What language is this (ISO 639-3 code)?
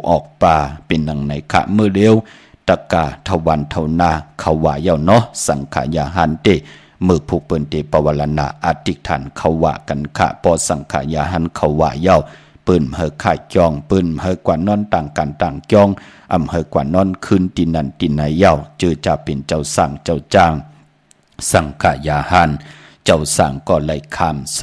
shn